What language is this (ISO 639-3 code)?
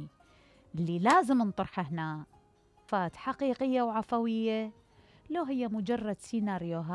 acm